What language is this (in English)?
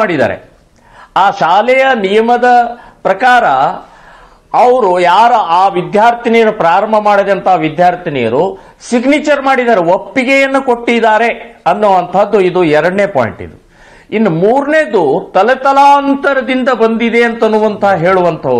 Kannada